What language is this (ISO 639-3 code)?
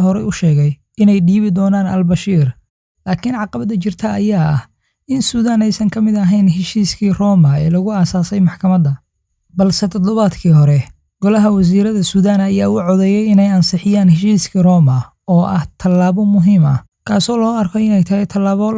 som